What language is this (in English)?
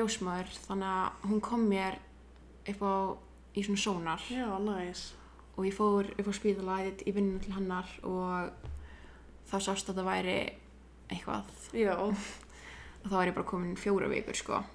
Icelandic